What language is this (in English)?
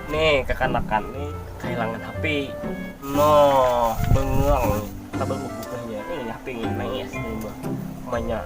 Banjar